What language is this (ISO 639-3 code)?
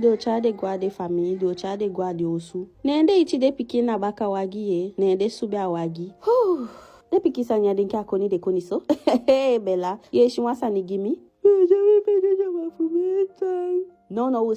djk